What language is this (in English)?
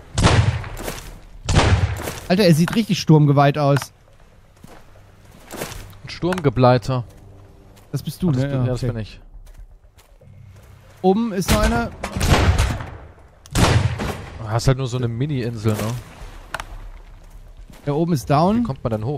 German